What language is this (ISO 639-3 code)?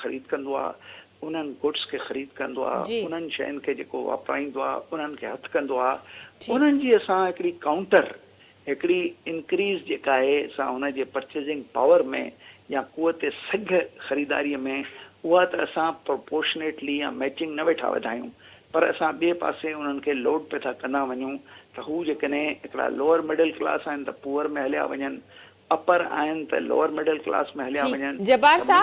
snd